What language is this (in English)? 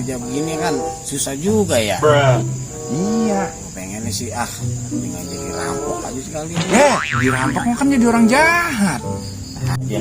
Betawi